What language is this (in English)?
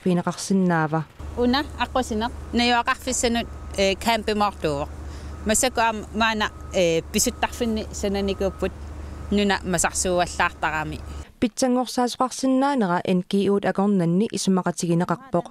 Kalaallisut